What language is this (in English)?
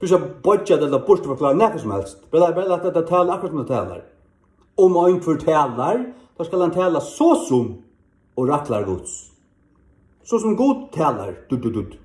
Faroese